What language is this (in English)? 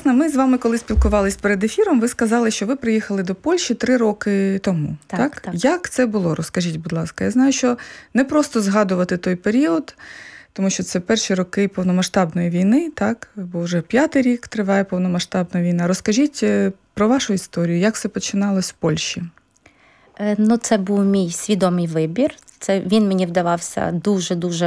Ukrainian